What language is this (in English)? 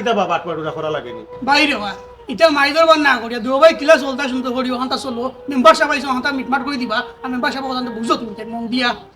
Sylheti